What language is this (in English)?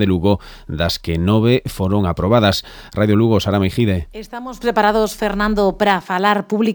Galician